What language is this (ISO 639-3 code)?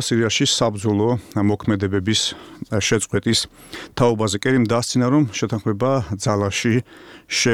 kat